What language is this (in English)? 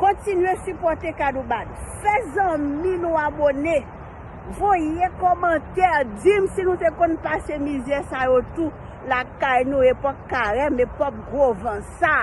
Haitian Creole